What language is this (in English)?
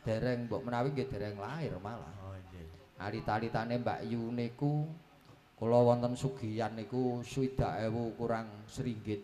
Javanese